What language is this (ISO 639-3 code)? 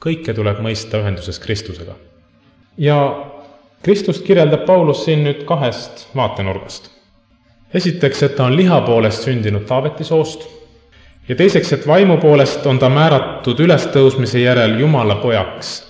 est